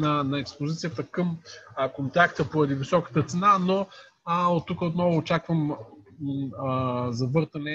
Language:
Bulgarian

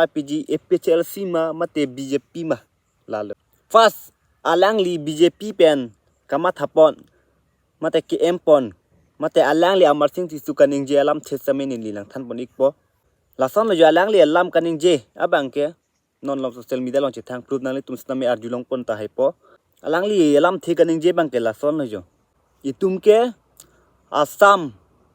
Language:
Karbi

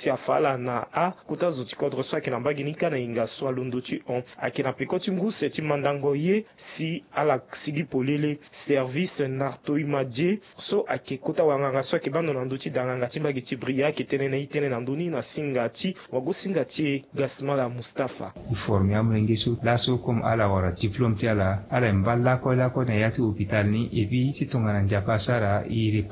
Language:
Sango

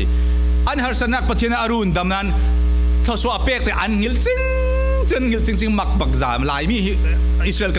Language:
Falam Chin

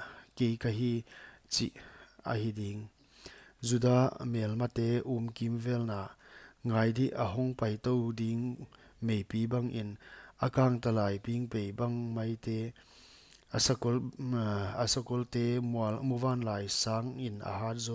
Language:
Paite Chin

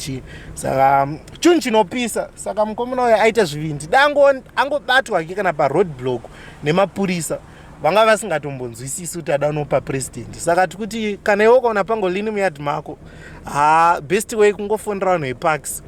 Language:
Shona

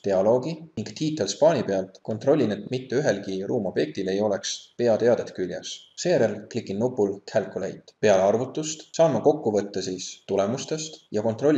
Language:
Estonian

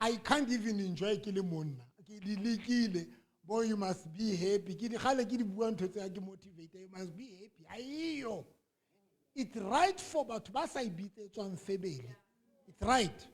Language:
Southern Sotho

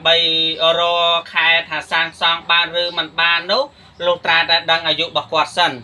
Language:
Khmer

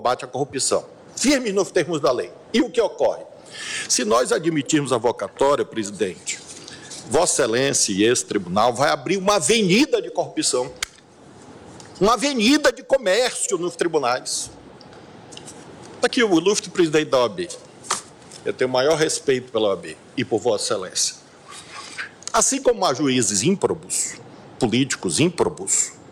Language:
Portuguese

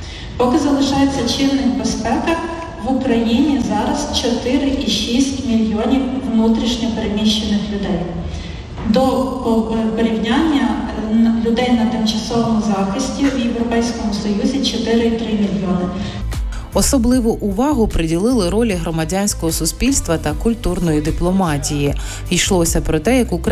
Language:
Ukrainian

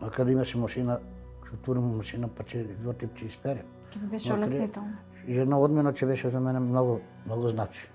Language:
Macedonian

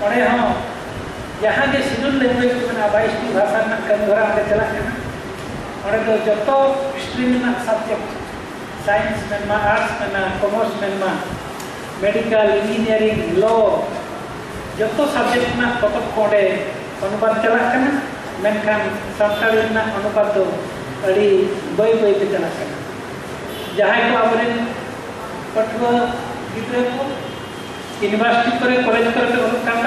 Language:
Santali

